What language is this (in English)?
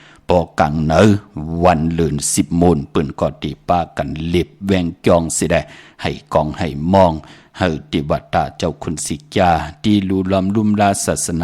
Shan